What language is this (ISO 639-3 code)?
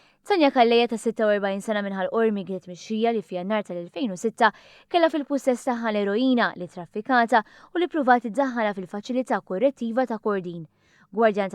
mlt